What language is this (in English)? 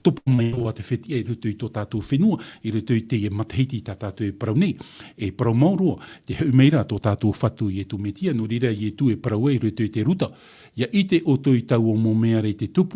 Tahitian